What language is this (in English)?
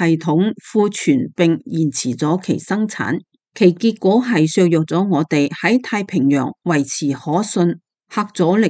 Cantonese